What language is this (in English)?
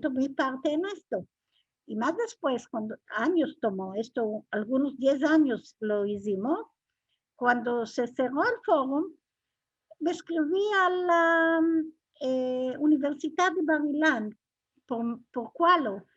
Ladino